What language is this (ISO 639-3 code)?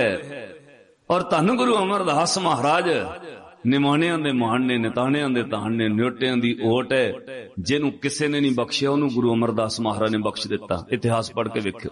pan